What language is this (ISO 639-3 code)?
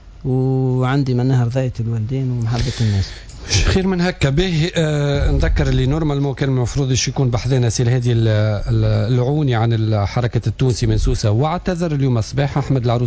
aeb